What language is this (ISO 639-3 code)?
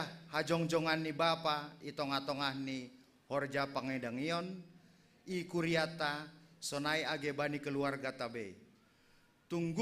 bts